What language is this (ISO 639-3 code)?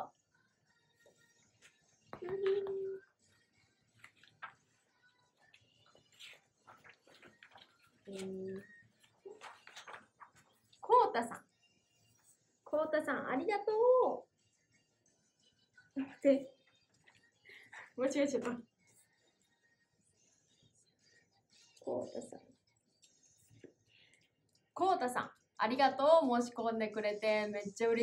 jpn